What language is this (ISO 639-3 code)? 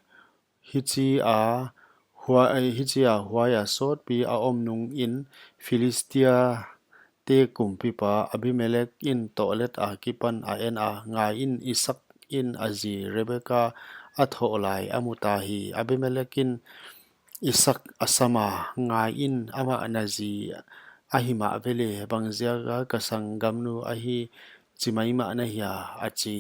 pck